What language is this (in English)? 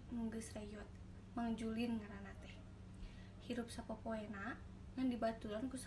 Sundanese